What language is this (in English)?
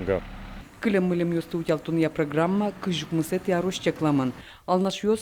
Udmurt